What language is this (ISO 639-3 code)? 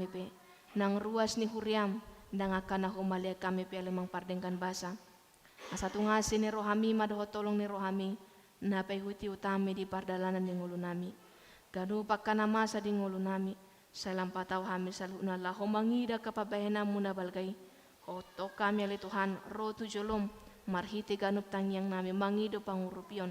bbc